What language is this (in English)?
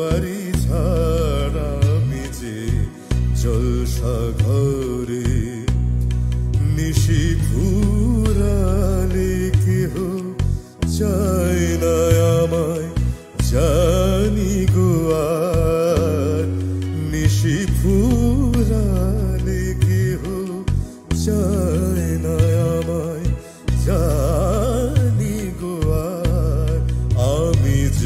Bangla